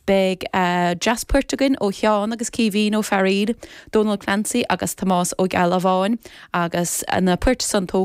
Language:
Irish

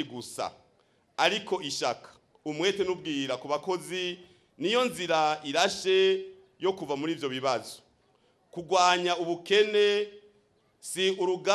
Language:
Rundi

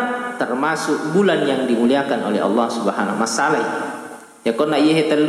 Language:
Buginese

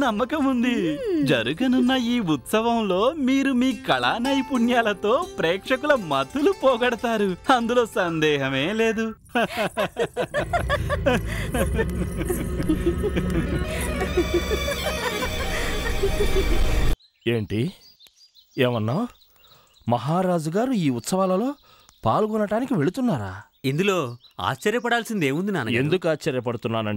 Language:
Telugu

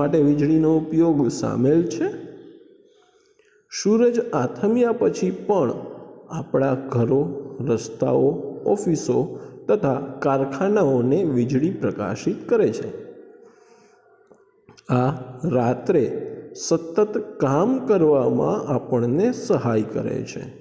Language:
Gujarati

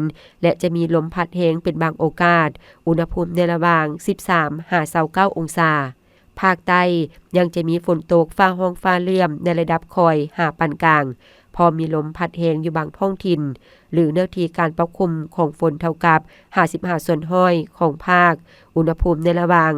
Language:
Lao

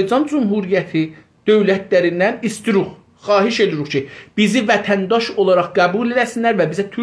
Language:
South Azerbaijani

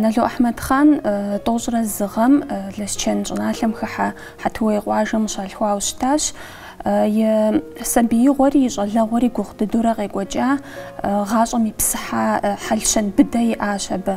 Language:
Kabardian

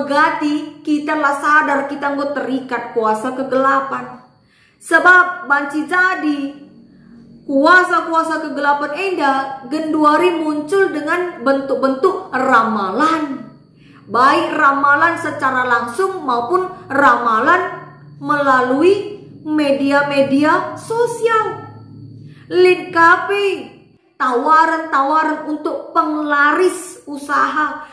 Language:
Batak Karo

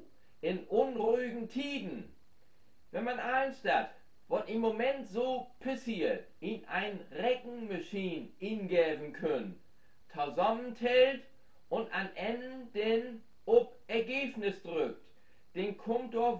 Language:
Low German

